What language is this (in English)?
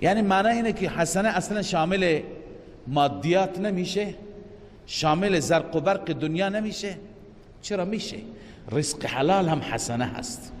Persian